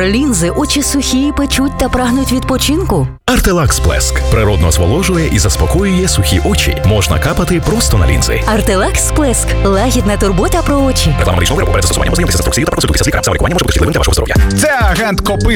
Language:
Ukrainian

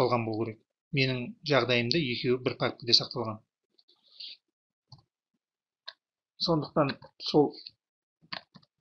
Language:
Kazakh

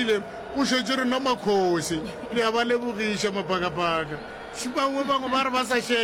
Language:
Northern Sotho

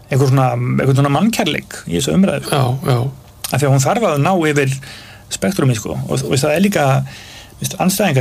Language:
Icelandic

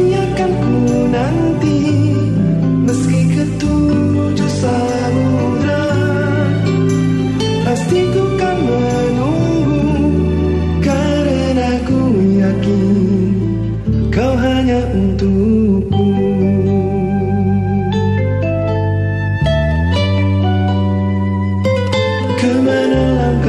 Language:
Indonesian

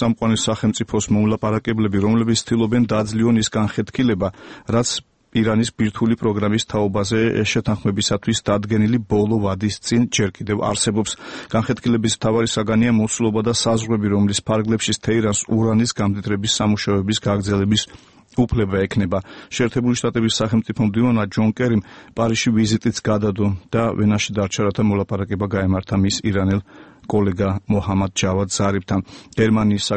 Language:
Georgian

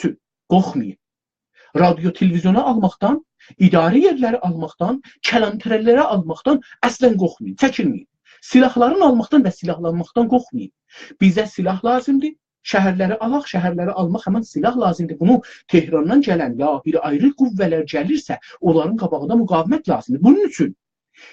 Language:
South Azerbaijani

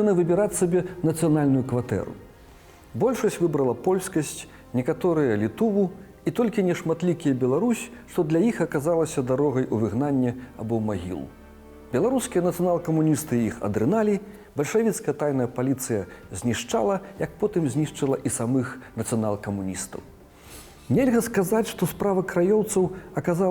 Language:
Belarusian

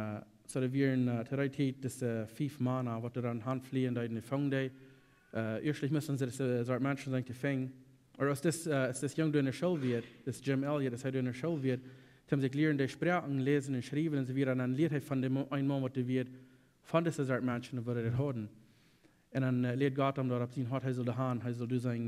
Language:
Plautdietsch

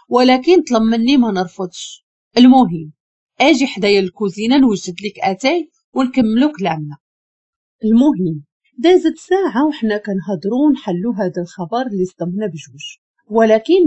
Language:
Moroccan Arabic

